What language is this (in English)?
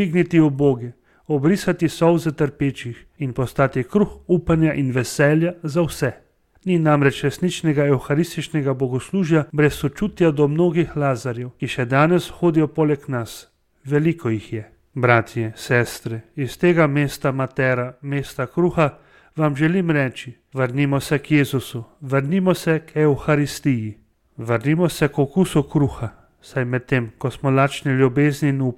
Slovenian